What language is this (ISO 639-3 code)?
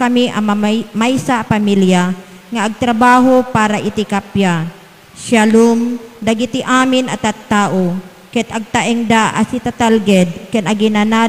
ilo